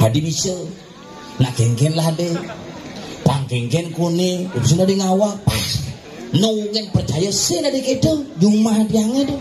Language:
Balinese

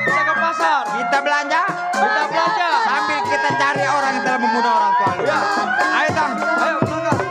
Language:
Betawi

